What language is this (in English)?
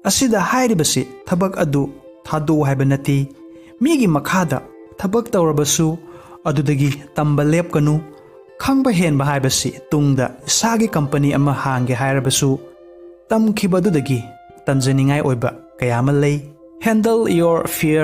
Manipuri